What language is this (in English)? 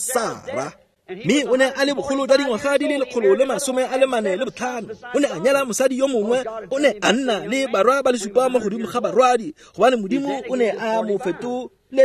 Tswana